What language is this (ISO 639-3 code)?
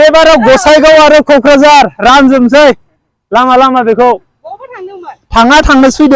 brx